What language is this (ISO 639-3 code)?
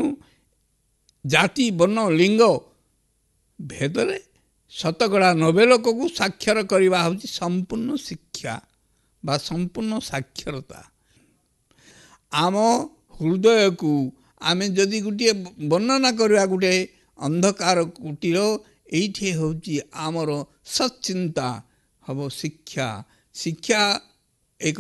ori